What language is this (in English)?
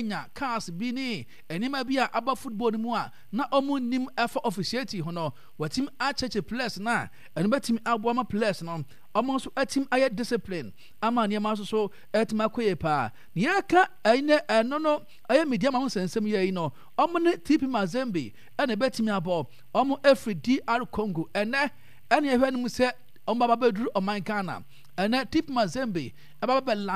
Akan